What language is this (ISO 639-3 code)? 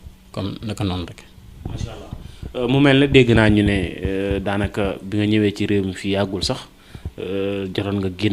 wol